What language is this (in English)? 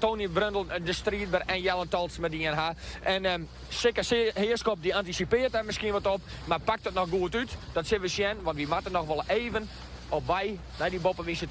Western Frisian